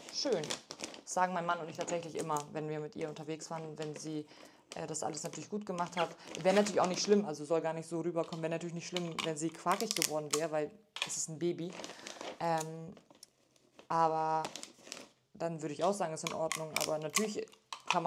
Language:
German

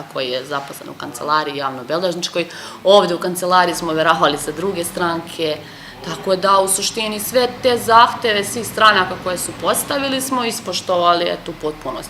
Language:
Serbian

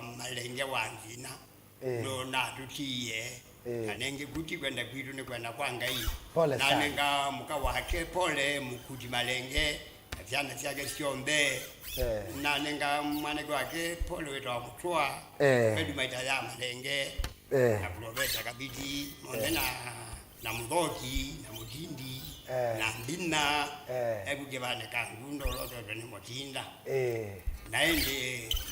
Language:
Kamba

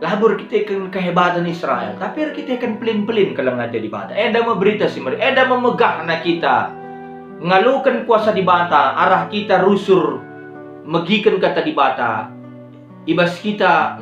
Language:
Batak Karo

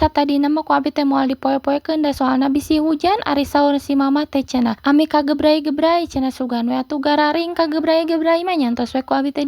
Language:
Sundanese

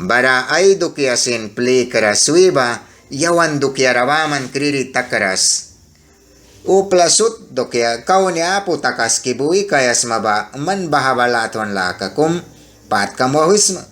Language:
Mískito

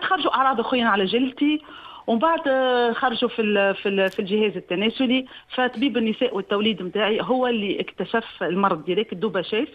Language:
Tunisian Arabic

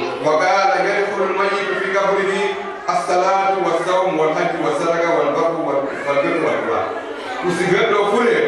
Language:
Fula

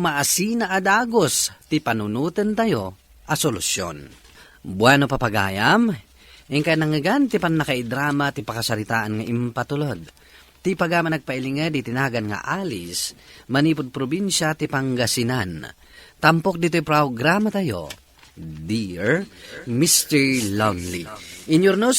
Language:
Iloko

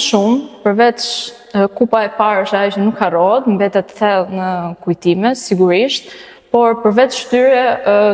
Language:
Albanian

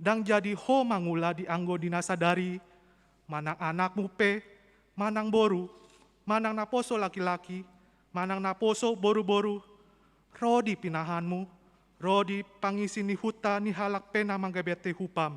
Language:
Batak Toba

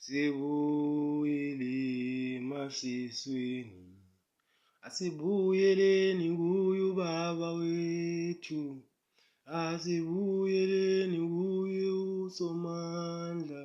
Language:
Zulu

